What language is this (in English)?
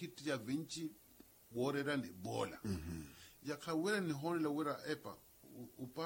Makhuwa